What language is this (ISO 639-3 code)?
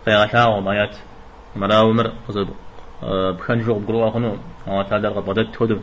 kbd